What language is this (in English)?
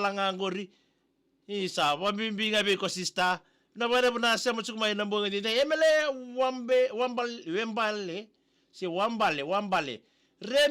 Fijian